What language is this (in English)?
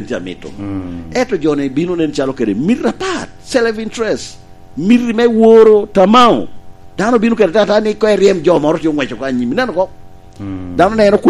Lango (Uganda)